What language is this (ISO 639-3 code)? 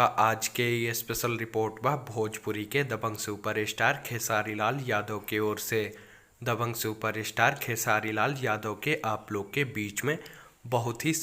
bho